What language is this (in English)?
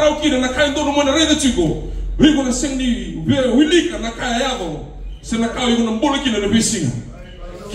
Fijian